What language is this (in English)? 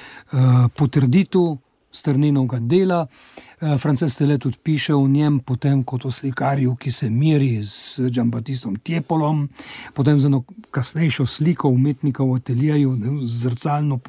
Slovenian